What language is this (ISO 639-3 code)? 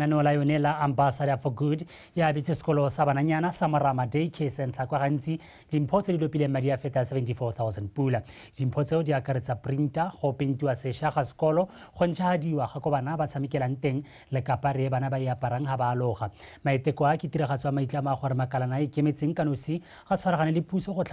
tsn